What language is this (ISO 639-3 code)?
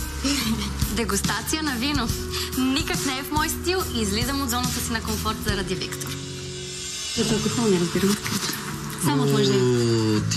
bul